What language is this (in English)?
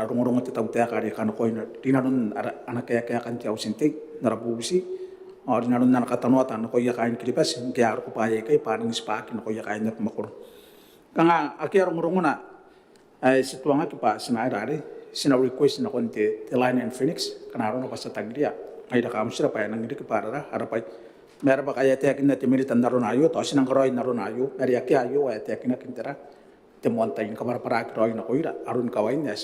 Gilbertese